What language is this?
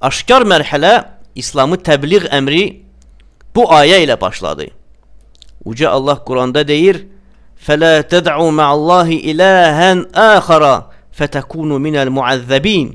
Azerbaijani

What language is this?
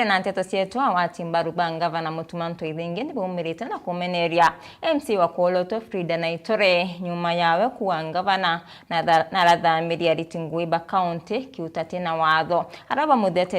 Meru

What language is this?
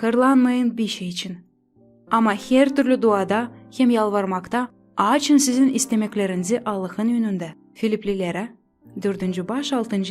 Gagauz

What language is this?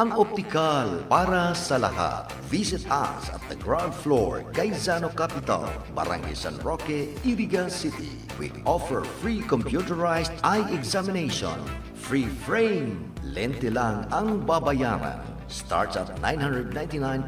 Bikol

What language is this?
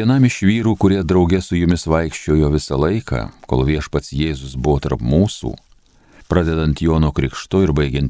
Lithuanian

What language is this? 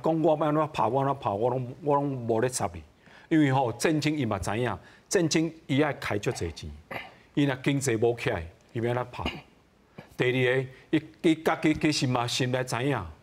Min Nan Chinese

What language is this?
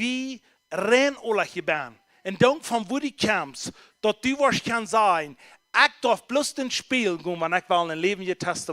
Plautdietsch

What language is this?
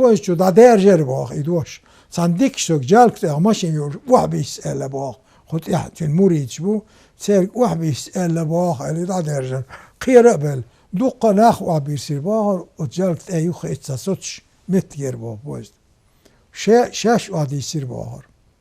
Chechen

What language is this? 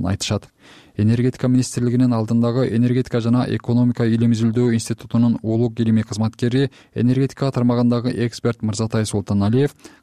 Kyrgyz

